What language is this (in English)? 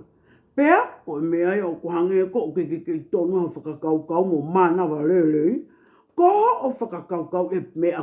Tongan